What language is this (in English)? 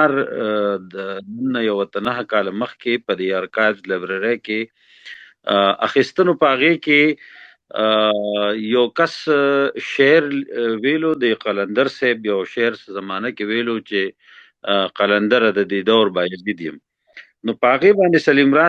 Pashto